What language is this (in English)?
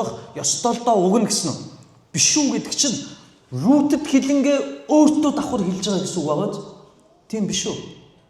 Mongolian